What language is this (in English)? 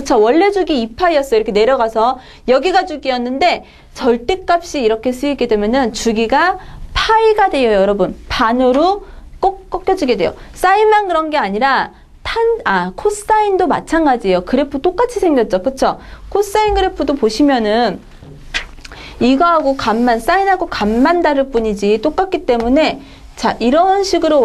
Korean